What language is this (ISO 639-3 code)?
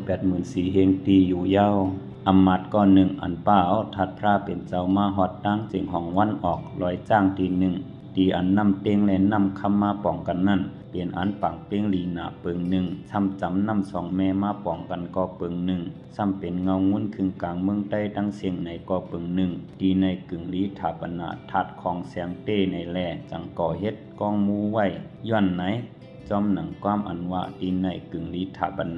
shn